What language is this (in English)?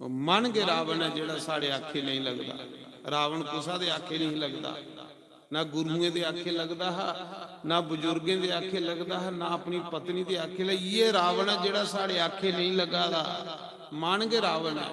Dogri